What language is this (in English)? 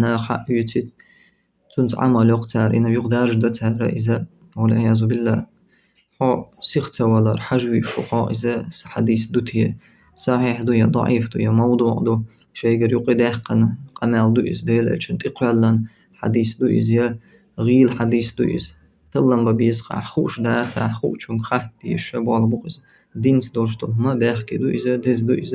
Chechen